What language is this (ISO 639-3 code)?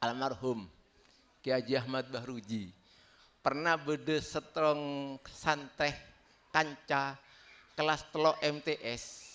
mad